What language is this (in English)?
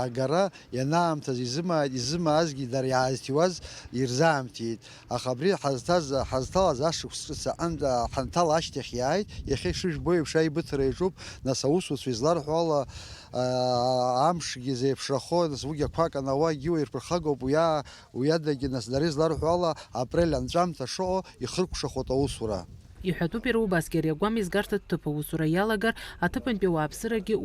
Abkhazian